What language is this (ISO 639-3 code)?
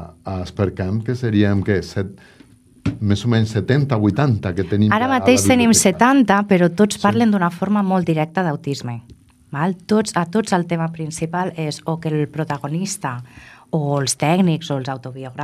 cat